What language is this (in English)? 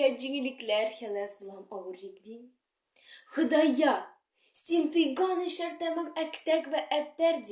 Tatar